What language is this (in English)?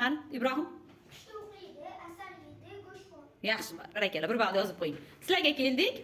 Uzbek